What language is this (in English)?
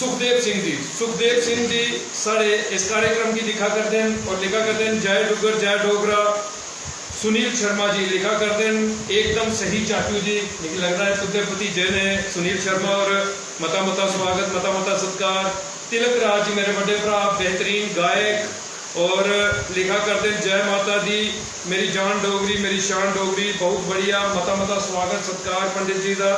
Dogri